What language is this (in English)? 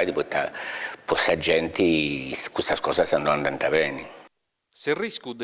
Sardinian